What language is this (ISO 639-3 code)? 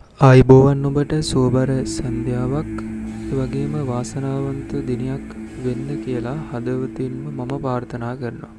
sin